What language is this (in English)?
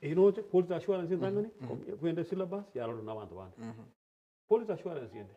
Gusii